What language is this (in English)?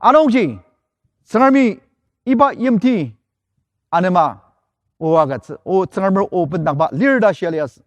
Ao Naga